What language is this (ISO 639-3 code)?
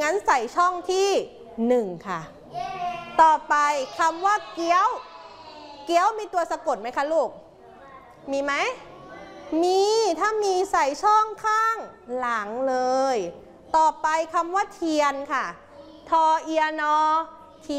tha